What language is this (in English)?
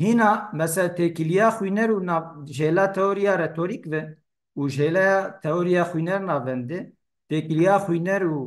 Kurdish